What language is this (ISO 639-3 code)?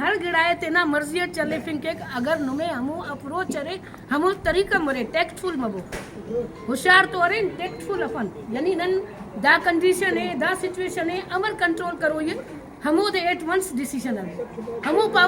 brh